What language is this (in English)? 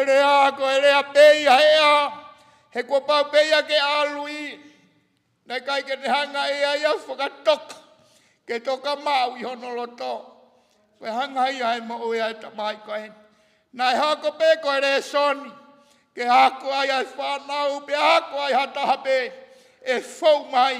Tongan